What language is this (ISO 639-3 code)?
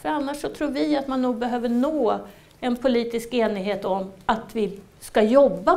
swe